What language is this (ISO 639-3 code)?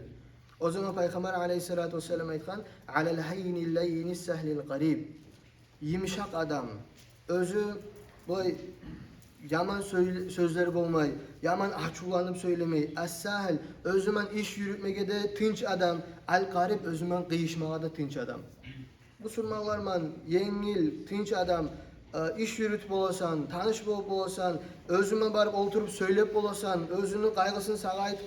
kum